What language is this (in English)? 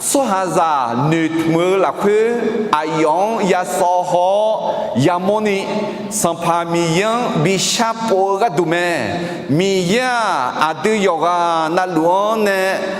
Akha